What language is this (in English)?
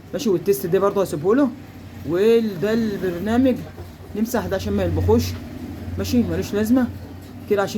Egyptian Arabic